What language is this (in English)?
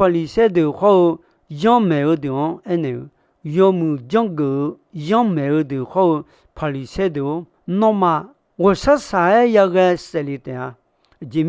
Akha